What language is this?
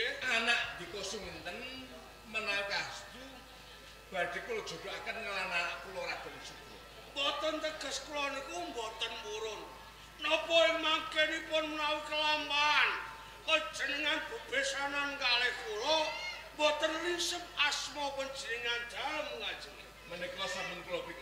Javanese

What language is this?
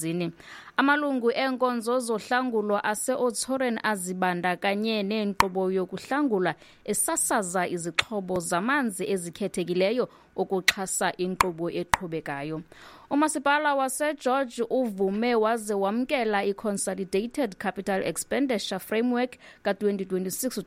Xhosa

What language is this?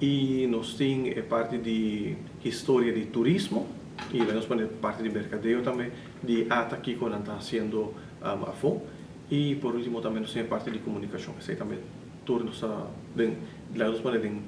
Papiamento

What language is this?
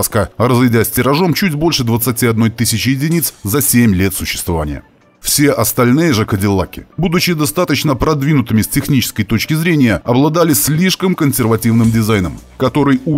Russian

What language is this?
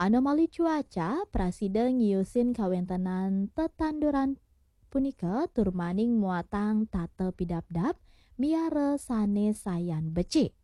Balinese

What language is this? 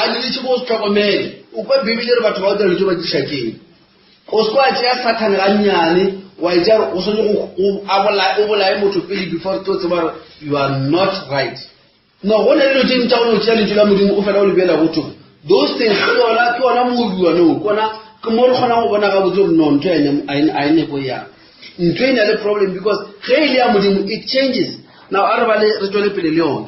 Northern Sotho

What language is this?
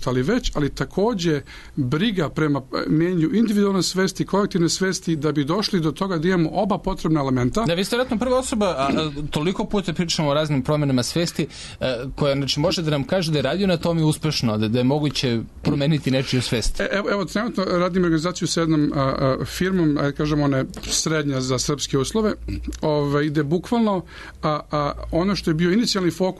Serbian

